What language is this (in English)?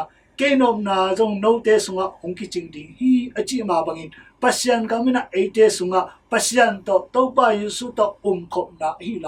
Tedim Chin